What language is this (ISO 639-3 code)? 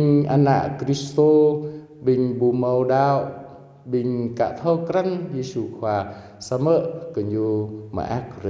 jra